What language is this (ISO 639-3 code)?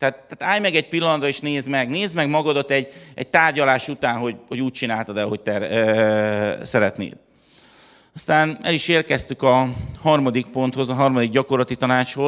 hun